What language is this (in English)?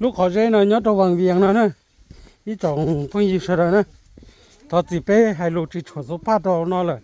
Hmong